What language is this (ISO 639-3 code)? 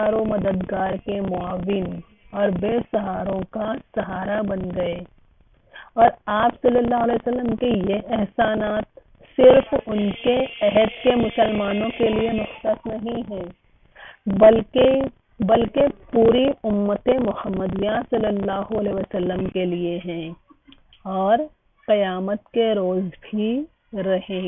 urd